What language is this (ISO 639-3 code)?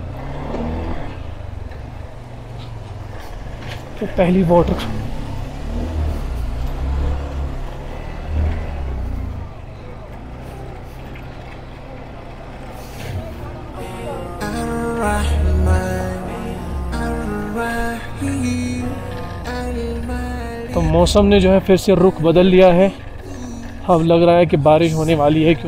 hin